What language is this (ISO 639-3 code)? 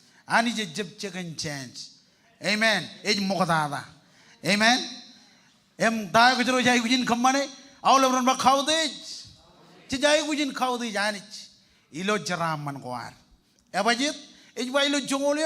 mah